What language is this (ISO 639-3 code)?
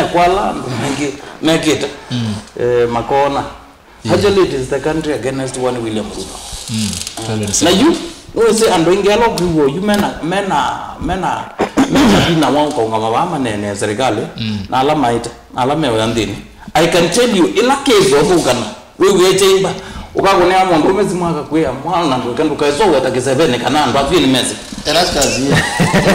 kam